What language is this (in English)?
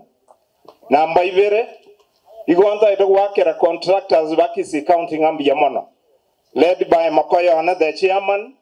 Gusii